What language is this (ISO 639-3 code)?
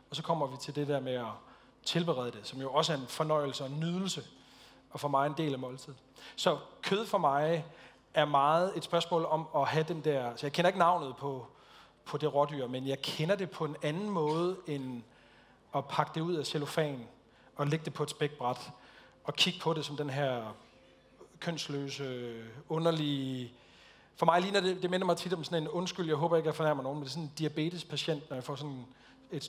dan